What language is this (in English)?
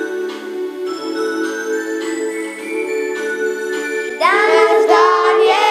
Bosnian